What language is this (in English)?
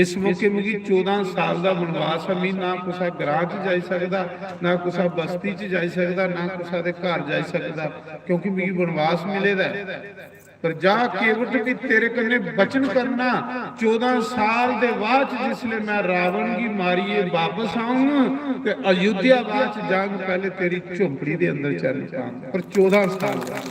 Dogri